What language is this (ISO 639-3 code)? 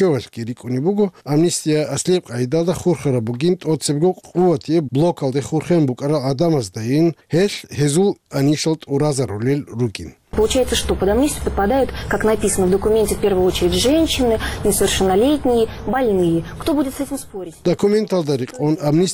ava